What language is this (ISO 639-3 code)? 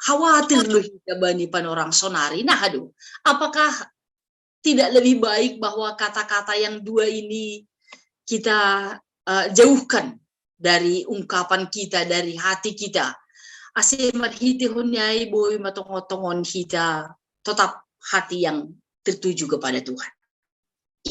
bts